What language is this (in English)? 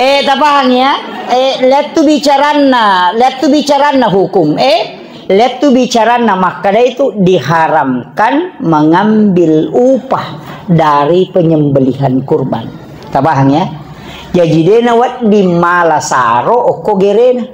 Buginese